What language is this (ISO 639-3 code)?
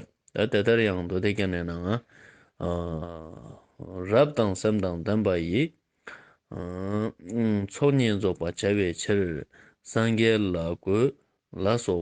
lbj